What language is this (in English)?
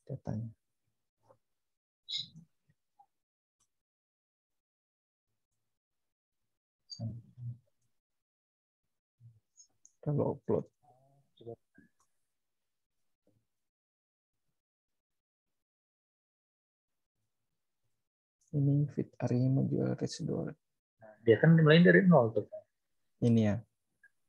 Indonesian